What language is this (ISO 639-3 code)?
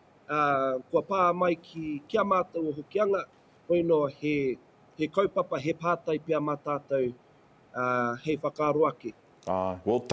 mri